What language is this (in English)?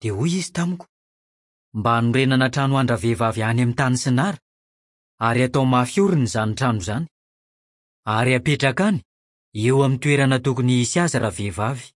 Malagasy